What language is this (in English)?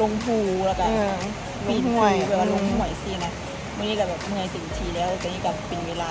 Lao